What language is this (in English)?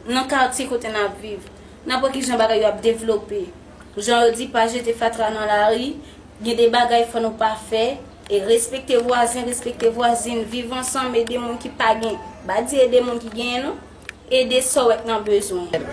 Haitian Creole